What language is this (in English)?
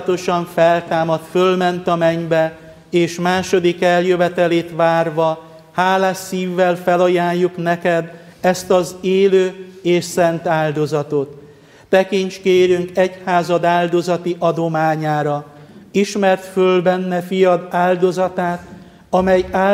Hungarian